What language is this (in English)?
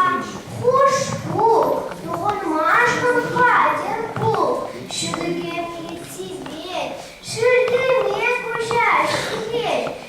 Chuvash